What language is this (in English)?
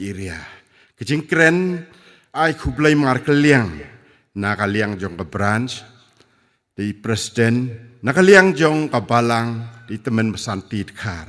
Khasi